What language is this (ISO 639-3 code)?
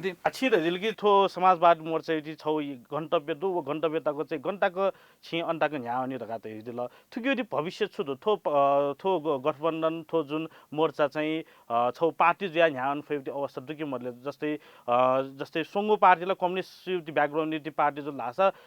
new